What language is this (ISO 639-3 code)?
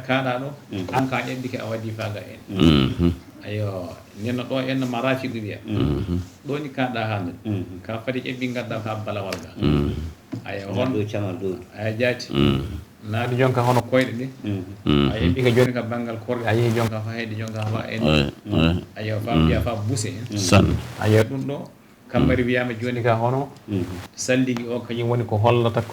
ful